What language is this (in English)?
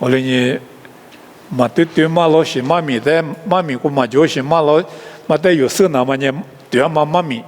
Lisu